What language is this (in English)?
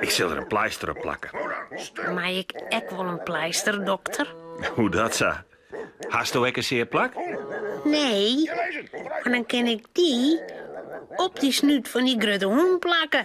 Western Frisian